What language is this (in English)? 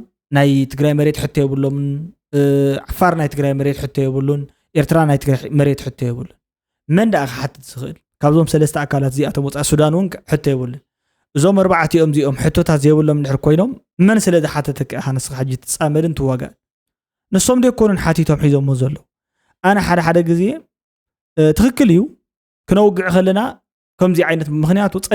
Tigrinya